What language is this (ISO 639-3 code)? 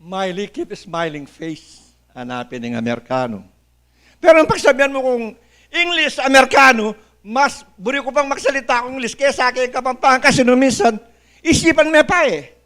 pam